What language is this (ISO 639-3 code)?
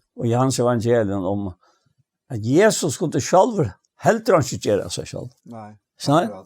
fao